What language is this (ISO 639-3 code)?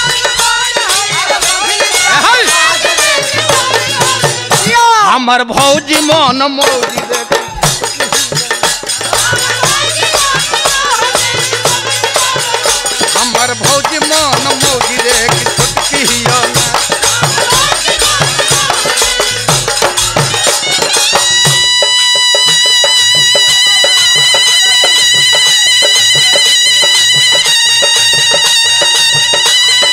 bho